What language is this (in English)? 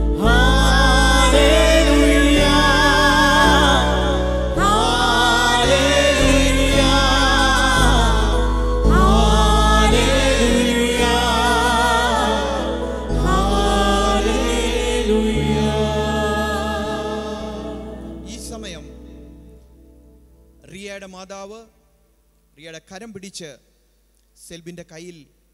Malayalam